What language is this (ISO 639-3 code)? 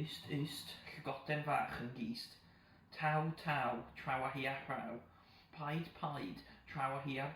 cym